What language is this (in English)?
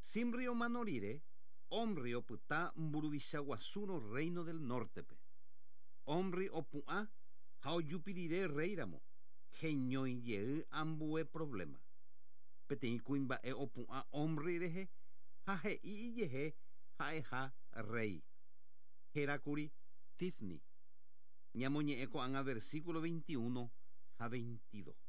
Guarani